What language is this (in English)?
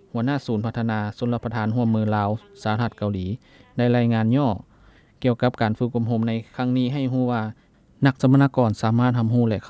Lao